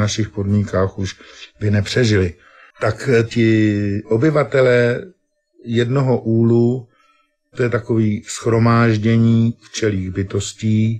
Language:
Czech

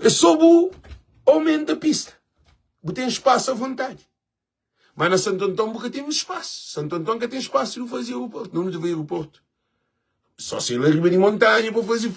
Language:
Kabuverdianu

